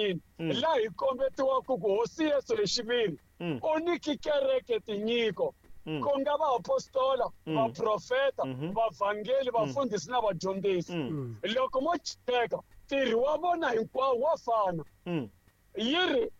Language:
Tsonga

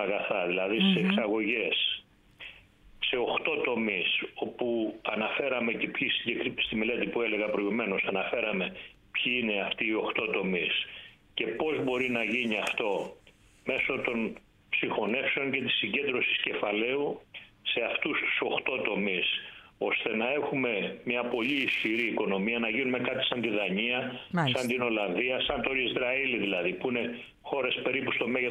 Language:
Greek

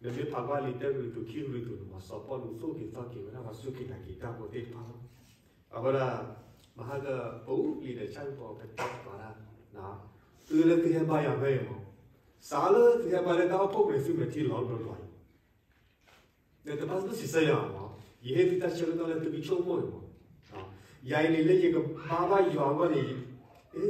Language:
S'gaw Karen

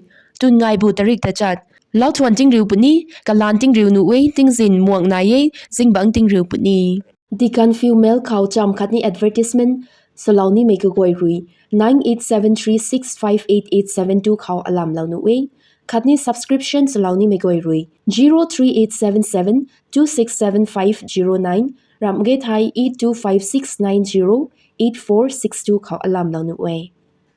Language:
Rongmei Naga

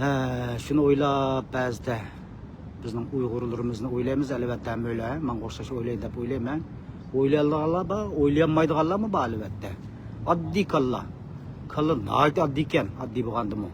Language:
Uyghur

